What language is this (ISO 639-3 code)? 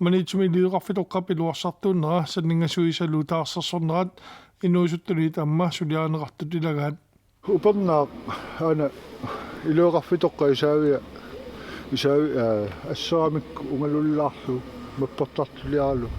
kal